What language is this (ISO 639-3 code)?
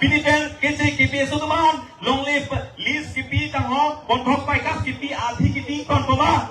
mjw